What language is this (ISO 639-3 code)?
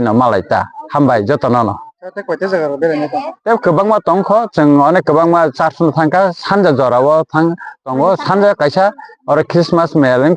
trp